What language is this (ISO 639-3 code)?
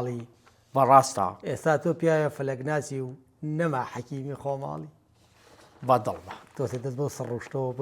ckb